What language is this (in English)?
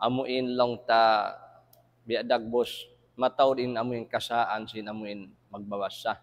Tausug